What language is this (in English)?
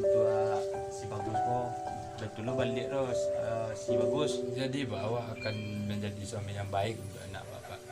Minangkabau